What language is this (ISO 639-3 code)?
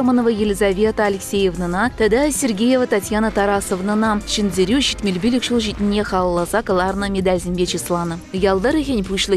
chv